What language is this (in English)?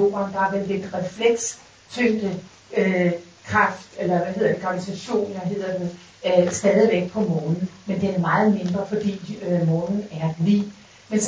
Danish